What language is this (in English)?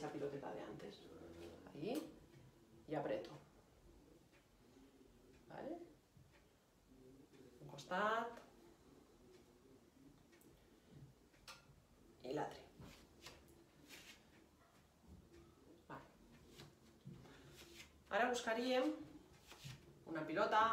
Catalan